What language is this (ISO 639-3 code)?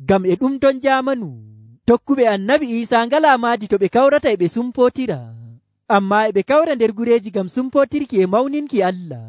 fuv